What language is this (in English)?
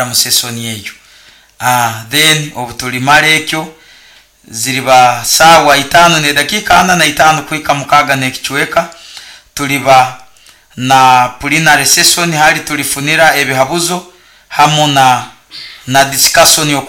Nyoro